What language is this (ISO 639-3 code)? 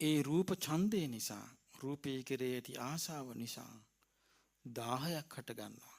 sin